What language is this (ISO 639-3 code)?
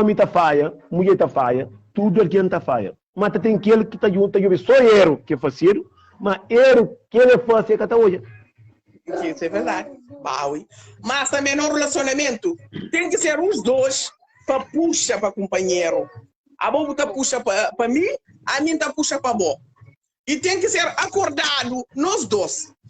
kea